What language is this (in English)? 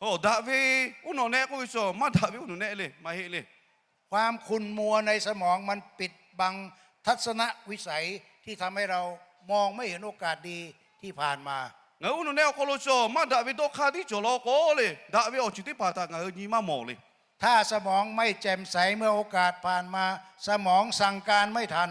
Lahu